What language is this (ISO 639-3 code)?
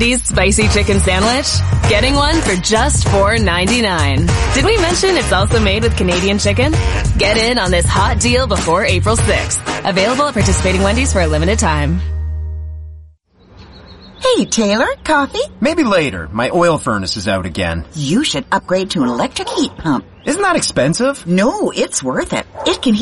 eng